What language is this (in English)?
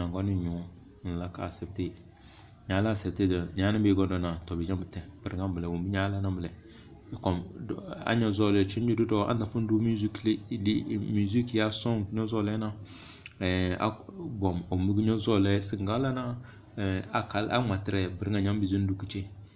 Tem